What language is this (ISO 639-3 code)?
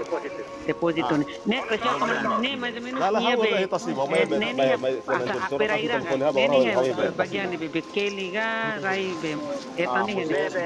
tet